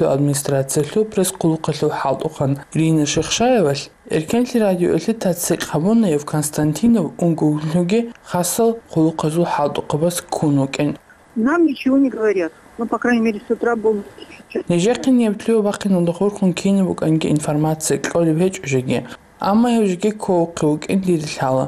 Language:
Avaric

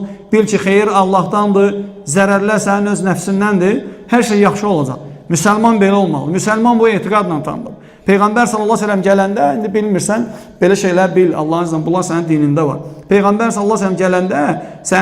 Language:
Azerbaijani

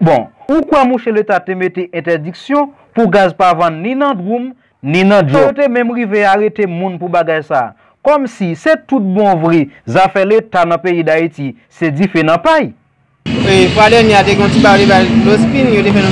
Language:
Haitian Creole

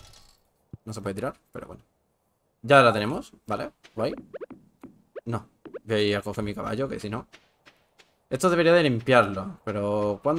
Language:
Spanish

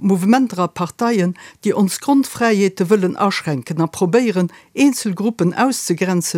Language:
Luxembourgish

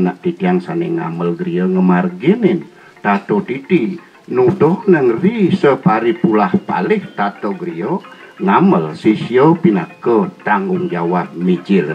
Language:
Balinese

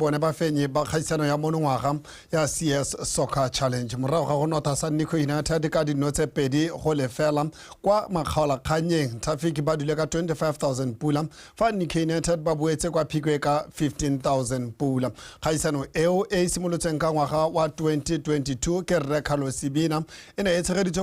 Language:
Tswana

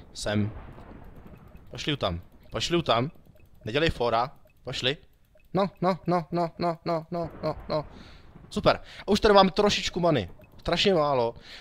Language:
Czech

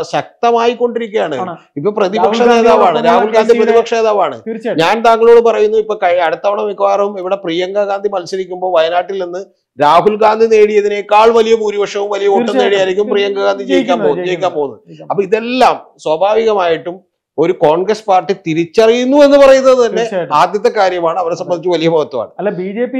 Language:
Malayalam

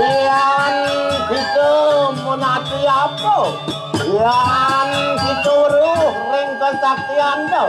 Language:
Balinese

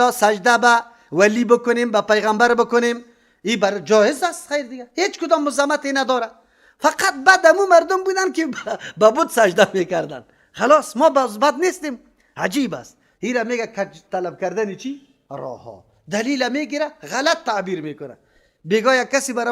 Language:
Persian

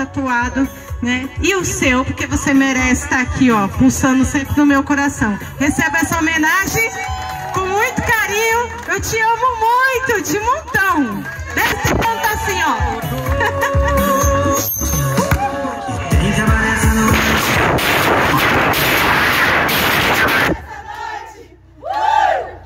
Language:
Portuguese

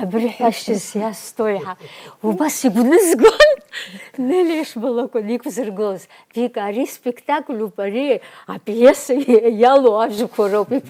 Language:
Abkhazian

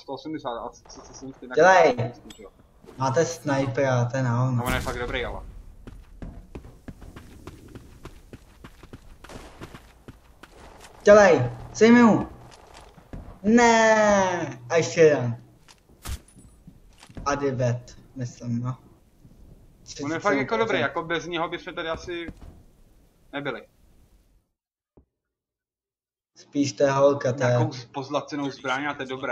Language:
Czech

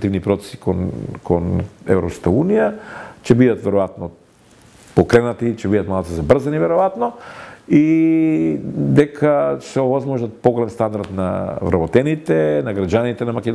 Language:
Macedonian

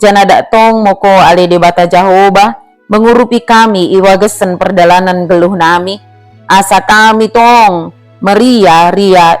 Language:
Batak Dairi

